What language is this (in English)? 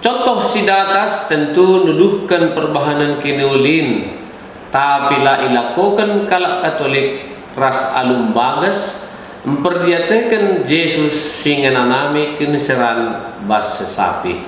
Batak Karo